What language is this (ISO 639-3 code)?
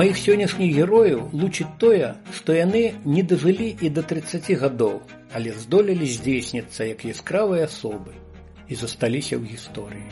bel